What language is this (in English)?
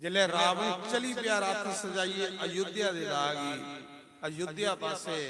Dogri